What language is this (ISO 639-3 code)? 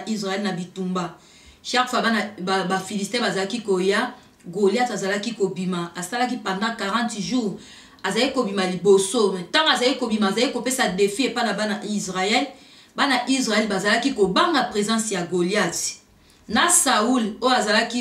lin